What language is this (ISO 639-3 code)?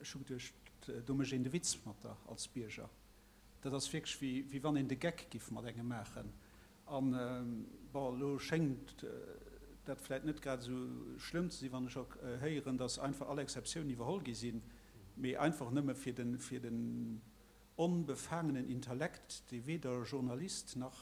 ltz